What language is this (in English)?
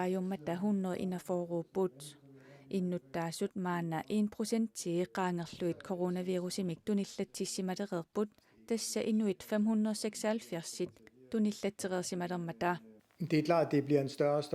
Kalaallisut